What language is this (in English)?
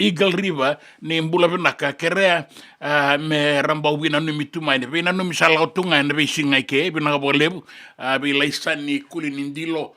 Fijian